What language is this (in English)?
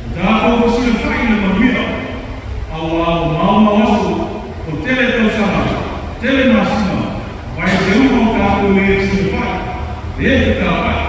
Samoan